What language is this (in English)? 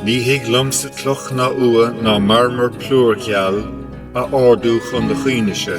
Irish